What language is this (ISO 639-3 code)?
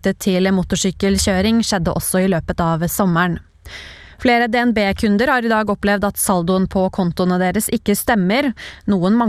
nor